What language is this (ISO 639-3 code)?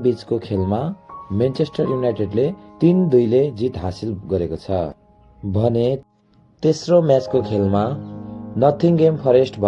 nep